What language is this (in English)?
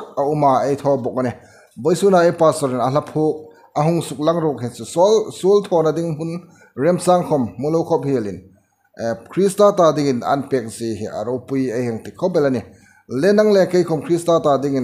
Hmar